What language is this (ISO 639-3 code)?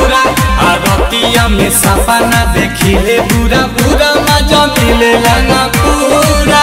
bho